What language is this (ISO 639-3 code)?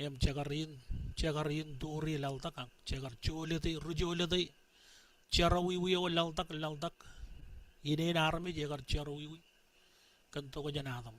mah